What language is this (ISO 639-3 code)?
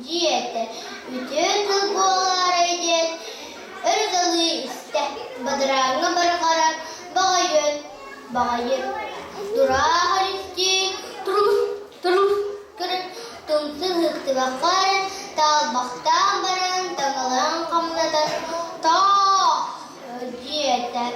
sah